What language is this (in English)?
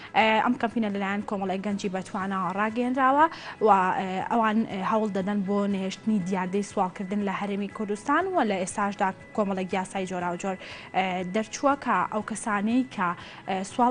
Central Kurdish